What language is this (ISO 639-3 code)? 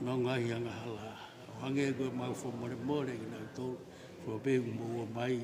ton